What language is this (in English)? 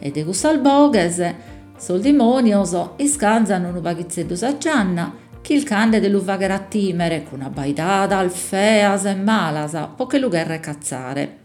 Sardinian